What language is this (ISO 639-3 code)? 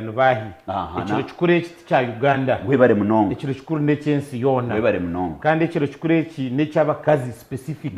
nyn